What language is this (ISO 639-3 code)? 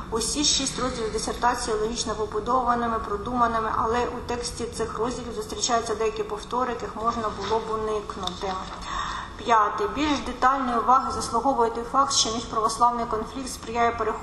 ukr